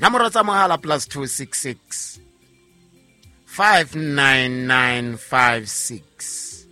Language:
Southern Sotho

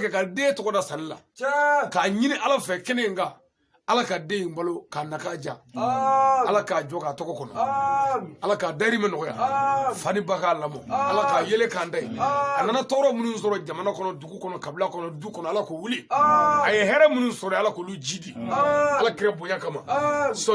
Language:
Bambara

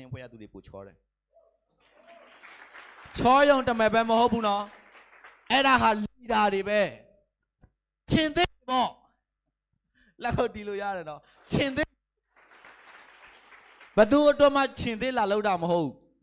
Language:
Burmese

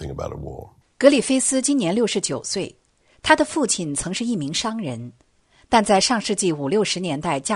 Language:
Chinese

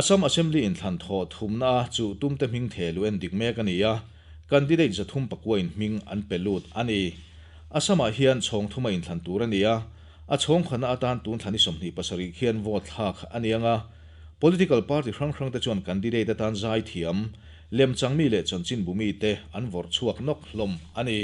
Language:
Mizo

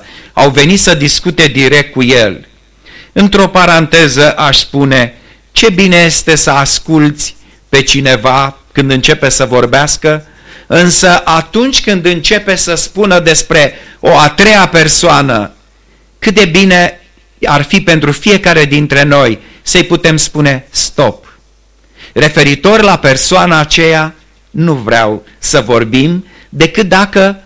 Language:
Romanian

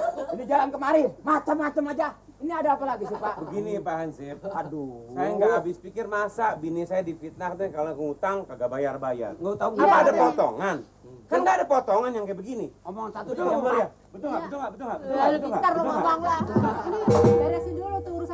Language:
Betawi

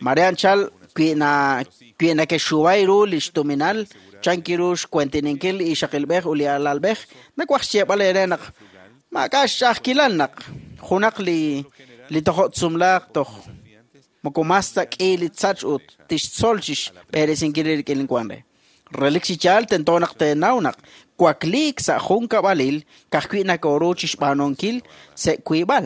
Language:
Kekchí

